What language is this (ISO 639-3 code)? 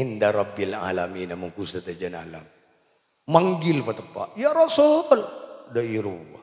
mad